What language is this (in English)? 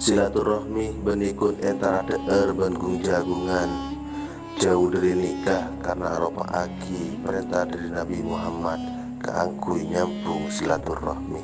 Madurese